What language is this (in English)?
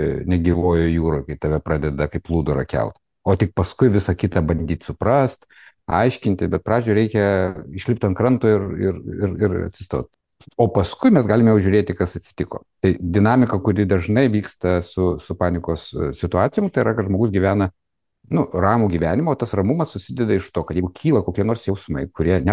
Lithuanian